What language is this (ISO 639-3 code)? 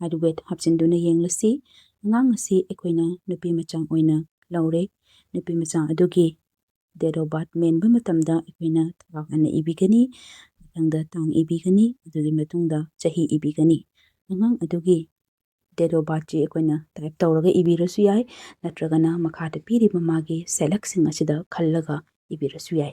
mni